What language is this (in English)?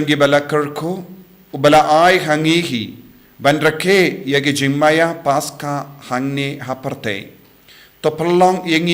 Khasi